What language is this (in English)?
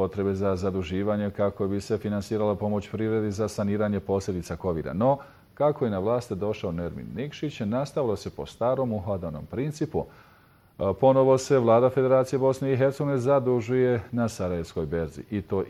Bosnian